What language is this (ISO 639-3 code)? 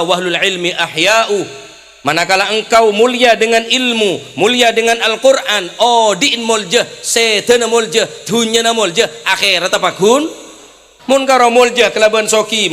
mad